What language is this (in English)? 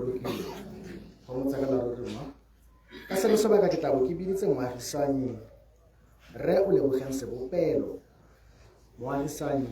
Tswana